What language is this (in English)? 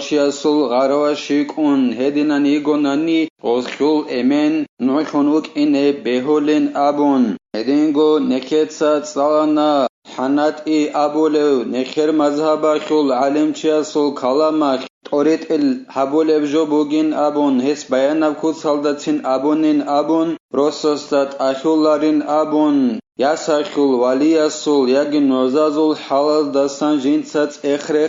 Avaric